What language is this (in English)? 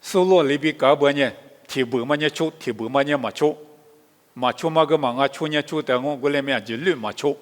Lisu